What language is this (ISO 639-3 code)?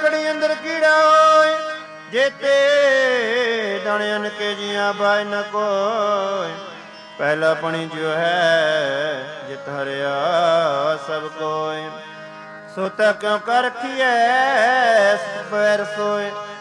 pan